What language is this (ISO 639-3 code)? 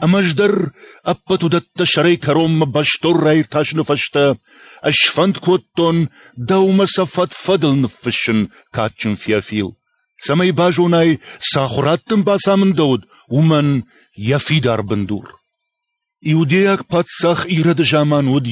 oss